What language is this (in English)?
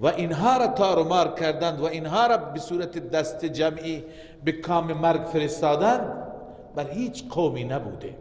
Persian